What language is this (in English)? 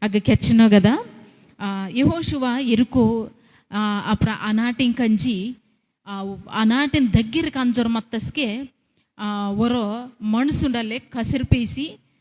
Koya